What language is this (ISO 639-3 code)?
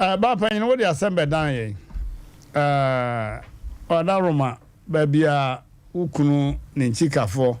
aka